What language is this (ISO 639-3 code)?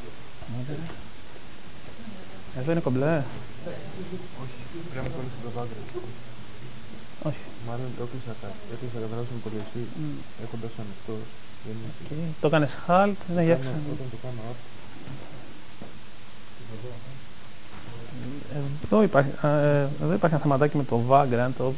ell